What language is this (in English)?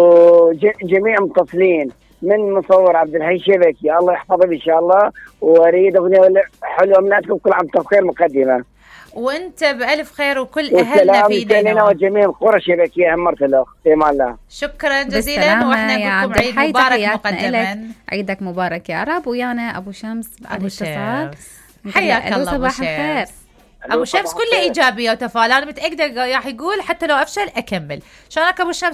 Mesopotamian Arabic